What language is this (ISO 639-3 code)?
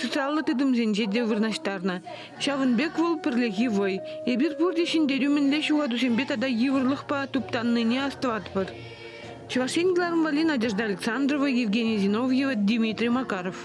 chv